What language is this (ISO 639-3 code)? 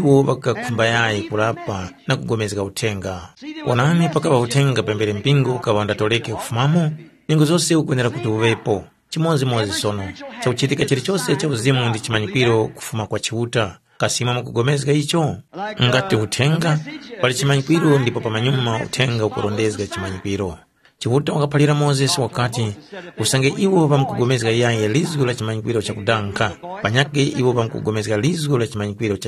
tum